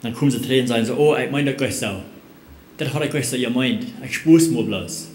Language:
Plautdietsch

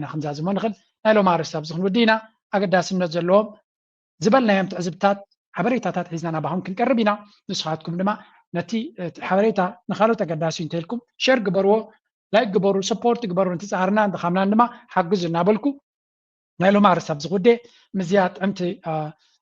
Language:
Tigrinya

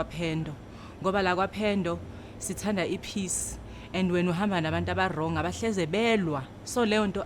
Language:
Zulu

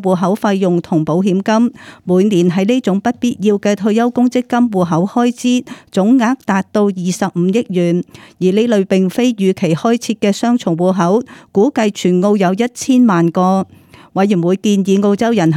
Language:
Cantonese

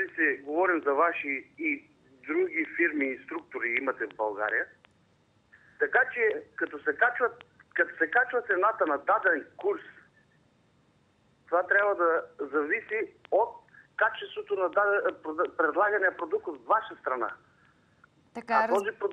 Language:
Bulgarian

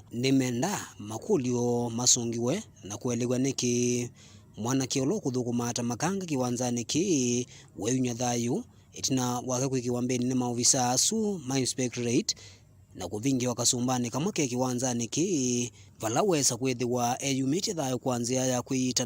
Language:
Kamba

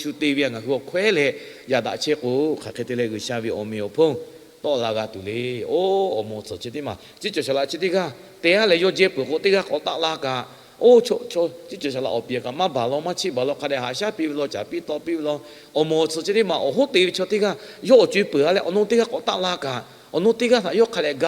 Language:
Lahu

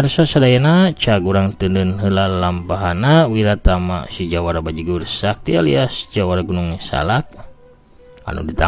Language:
Sundanese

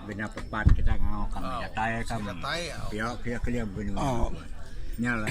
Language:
Iban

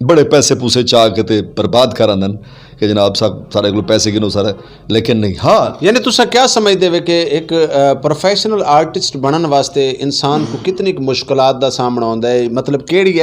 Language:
Saraiki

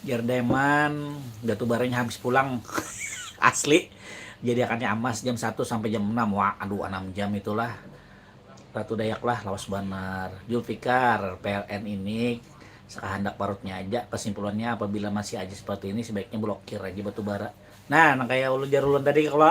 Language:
Banjar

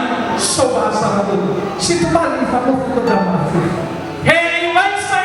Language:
Nias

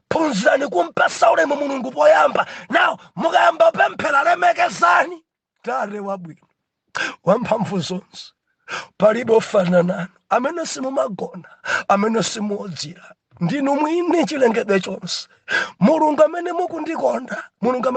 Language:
Nyanja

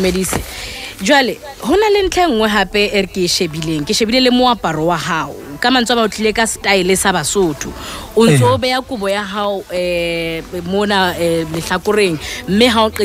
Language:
Southern Sotho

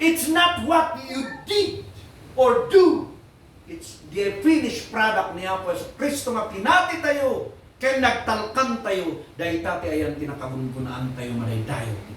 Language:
Iloko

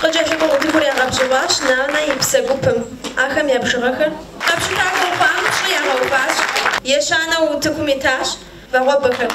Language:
Kabardian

